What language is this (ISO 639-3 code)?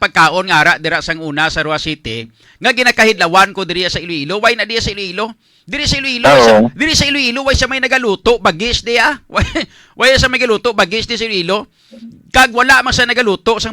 hil